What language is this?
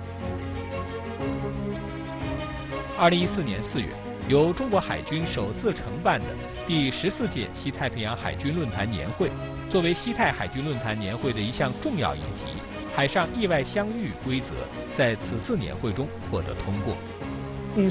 Chinese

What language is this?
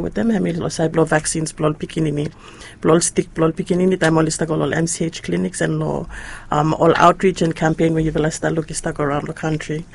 Bislama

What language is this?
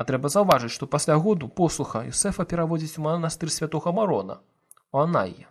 Belarusian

